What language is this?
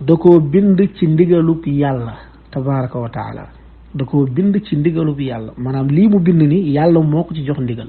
Wolof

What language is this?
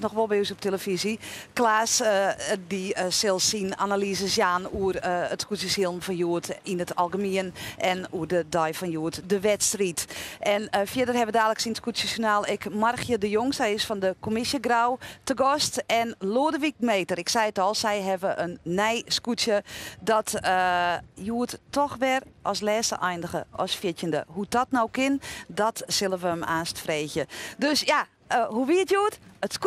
Western Frisian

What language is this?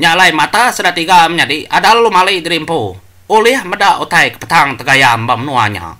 Iban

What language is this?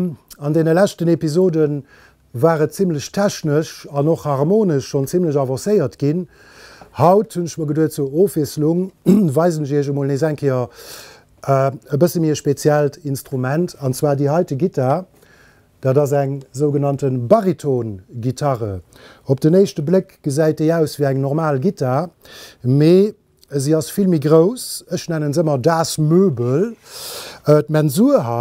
Luxembourgish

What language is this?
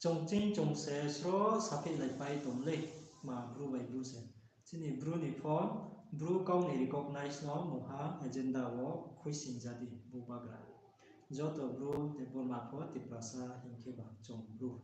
Riang (India)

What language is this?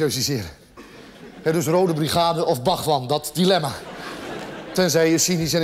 Dutch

